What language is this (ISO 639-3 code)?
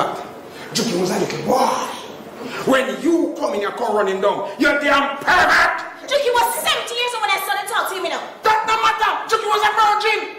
jam